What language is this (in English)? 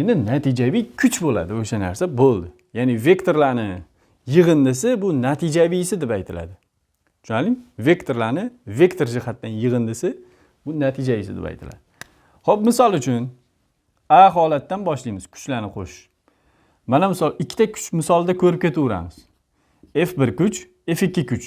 Uzbek